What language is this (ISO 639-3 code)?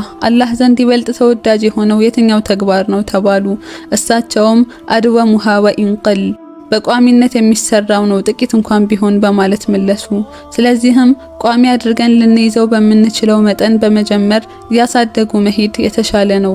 amh